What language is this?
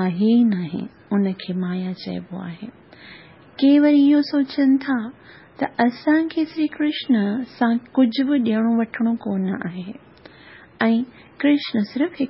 Sindhi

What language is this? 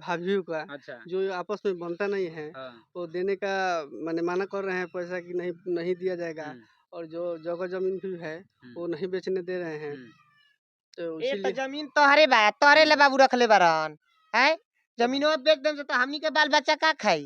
Bhojpuri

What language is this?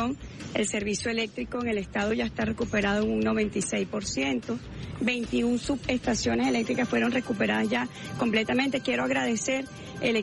Spanish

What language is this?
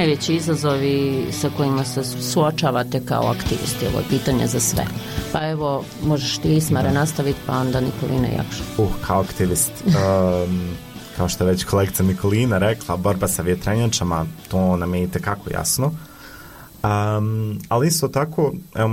Bosnian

